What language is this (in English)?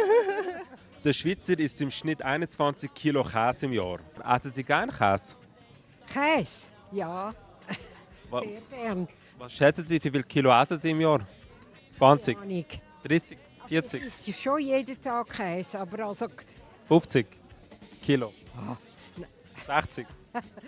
Swiss German